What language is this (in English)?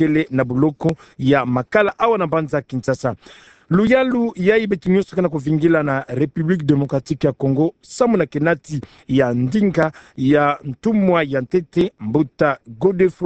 Kituba (Democratic Republic of Congo)